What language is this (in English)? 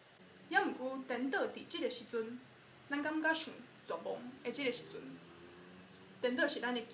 Min Nan Chinese